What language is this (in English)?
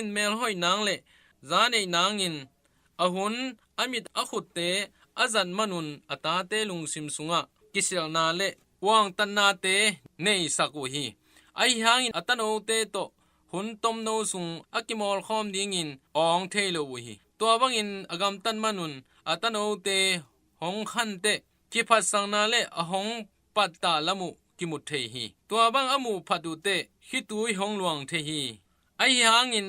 Tedim Chin